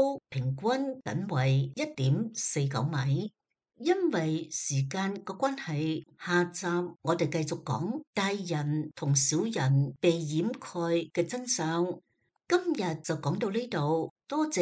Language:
Cantonese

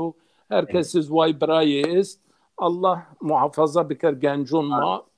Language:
Zaza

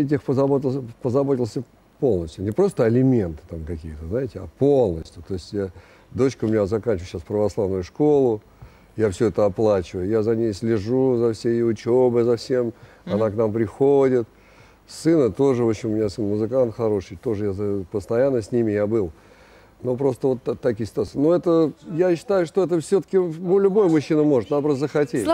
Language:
Russian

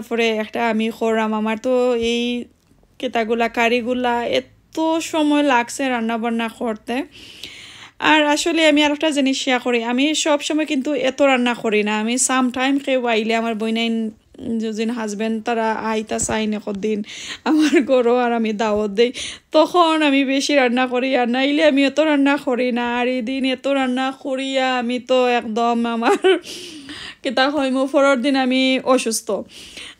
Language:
Sylheti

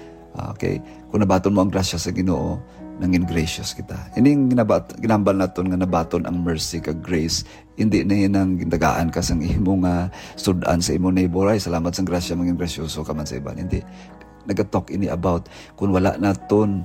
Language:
Hiligaynon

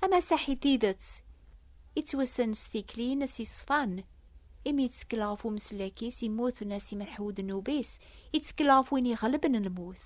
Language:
Kabyle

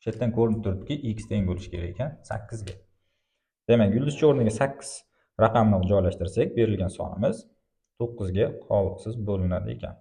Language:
Uzbek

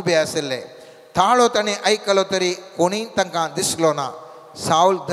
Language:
Konkani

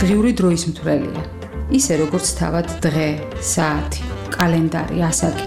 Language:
Georgian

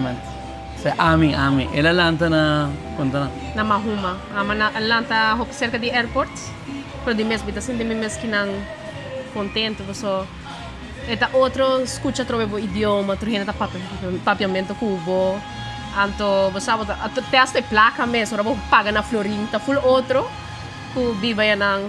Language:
Papiamento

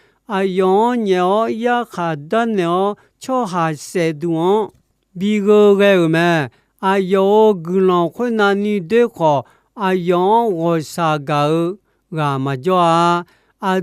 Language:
Akha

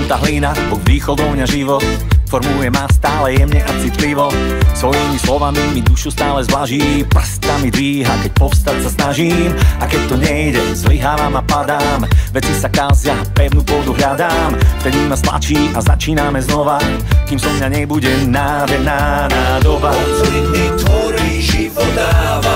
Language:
Slovak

